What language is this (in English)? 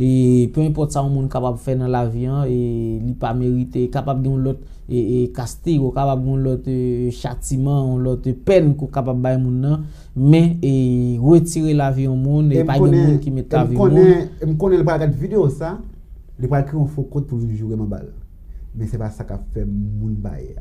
Haitian Creole